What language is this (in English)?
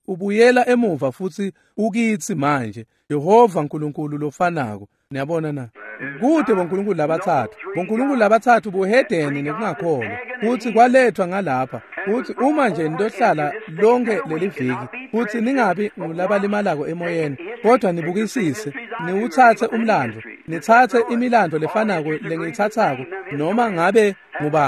Swati